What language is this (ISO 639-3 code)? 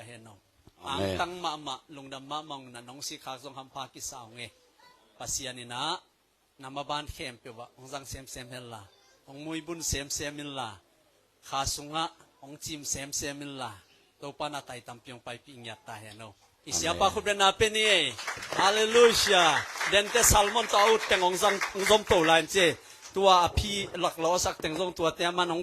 ctd